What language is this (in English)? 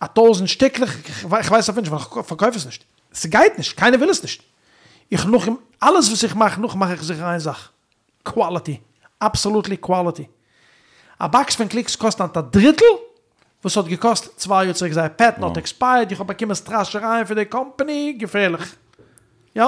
Yiddish